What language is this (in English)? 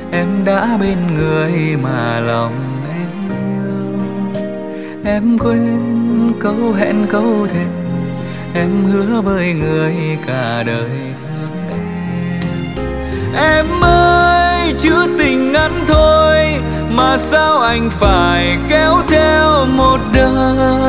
Vietnamese